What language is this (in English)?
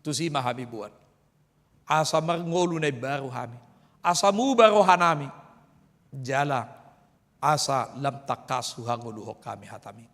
Batak Toba